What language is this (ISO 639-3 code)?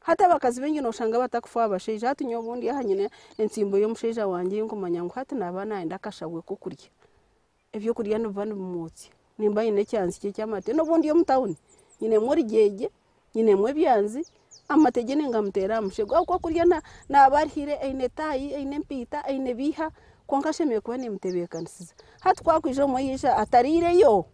nyn